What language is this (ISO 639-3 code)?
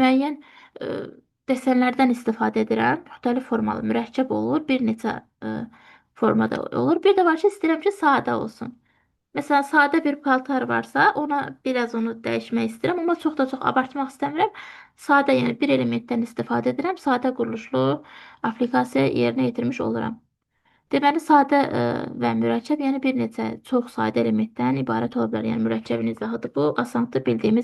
aze